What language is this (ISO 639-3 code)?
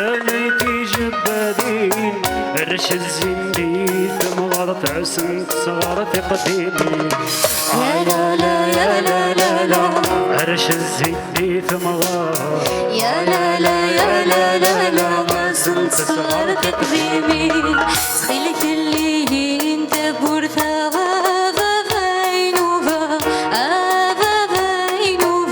kab